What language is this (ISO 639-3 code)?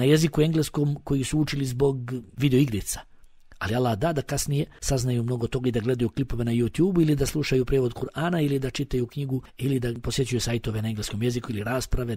bos